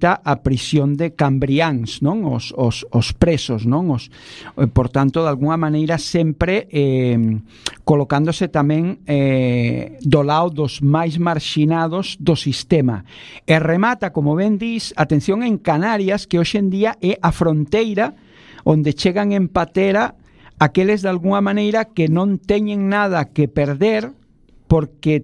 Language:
Galician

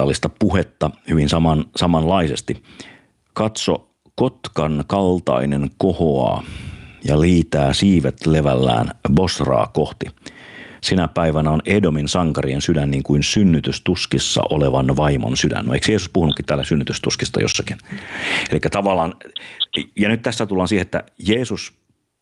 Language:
Finnish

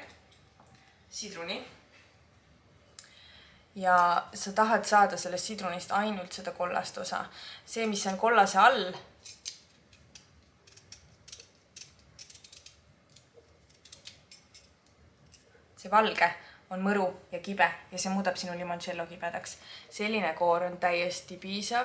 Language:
Estonian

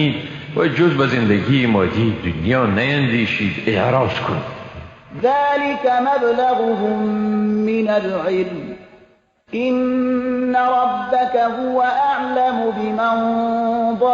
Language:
Persian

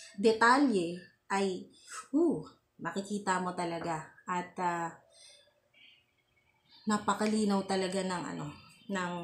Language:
Filipino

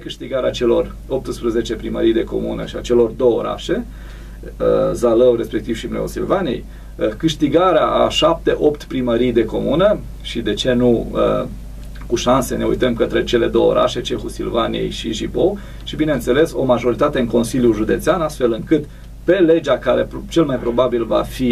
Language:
Romanian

